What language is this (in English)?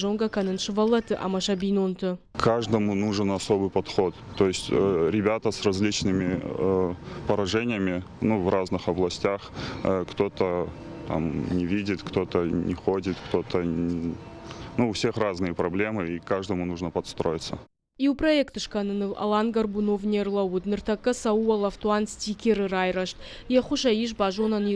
Ossetic